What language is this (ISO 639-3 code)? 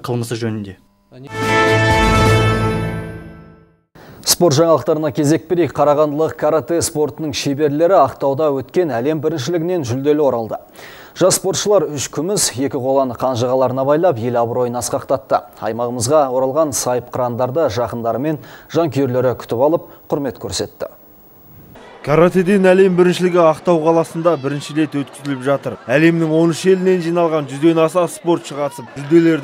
kaz